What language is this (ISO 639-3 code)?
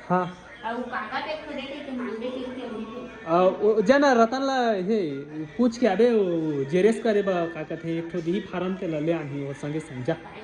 hne